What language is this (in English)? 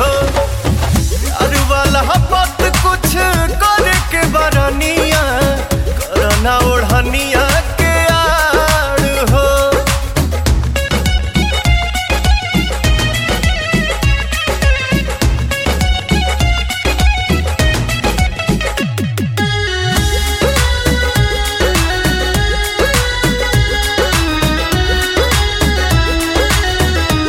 Bhojpuri